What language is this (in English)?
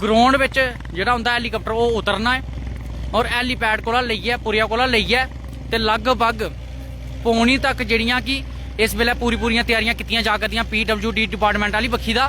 Dogri